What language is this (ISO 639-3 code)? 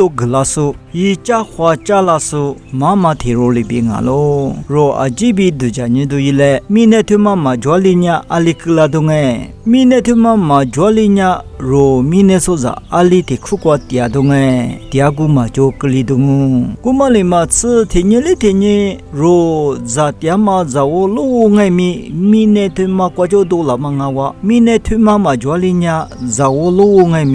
lis